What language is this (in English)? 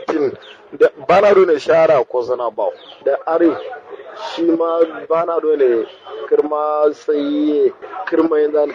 Kanuri